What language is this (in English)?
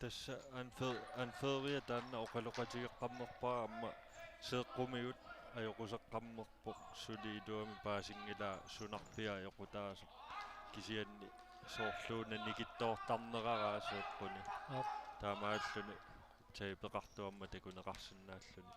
Kalaallisut